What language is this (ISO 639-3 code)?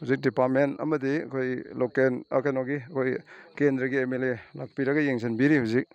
mni